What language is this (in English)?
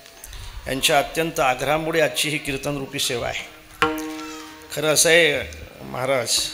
Marathi